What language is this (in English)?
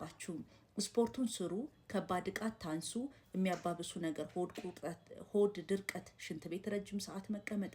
Amharic